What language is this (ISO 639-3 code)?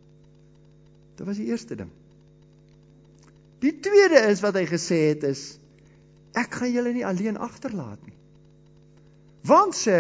afr